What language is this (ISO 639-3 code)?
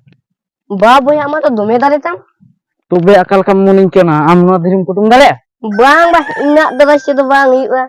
sat